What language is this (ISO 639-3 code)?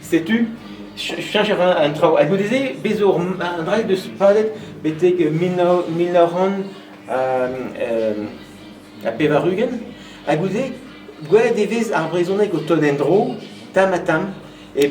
bre